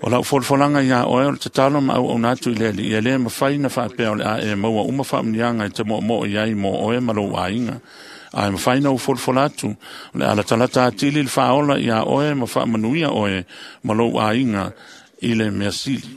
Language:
Samoan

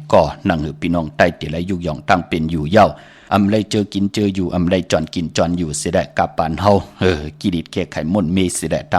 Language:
Shan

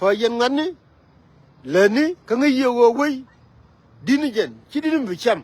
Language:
Nuer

